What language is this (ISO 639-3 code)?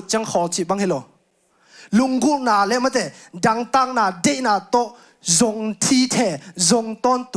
ctd